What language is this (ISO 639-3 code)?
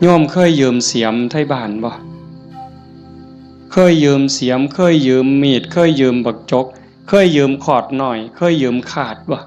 tts